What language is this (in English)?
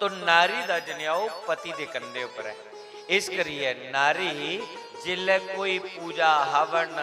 Dogri